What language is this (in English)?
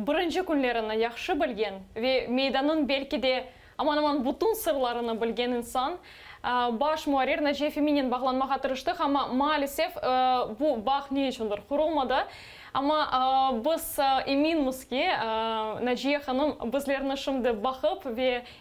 Crimean Tatar